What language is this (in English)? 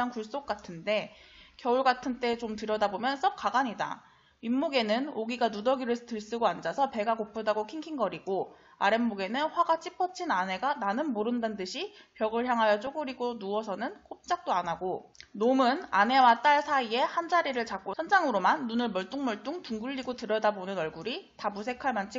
Korean